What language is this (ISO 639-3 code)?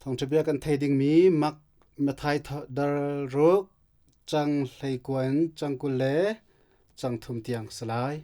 cnh